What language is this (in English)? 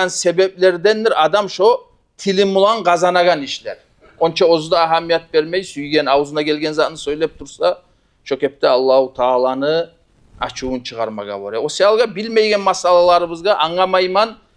Kumyk